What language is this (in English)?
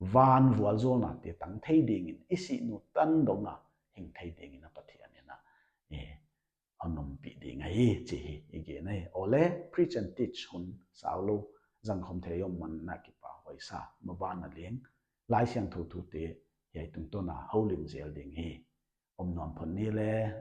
Paite Chin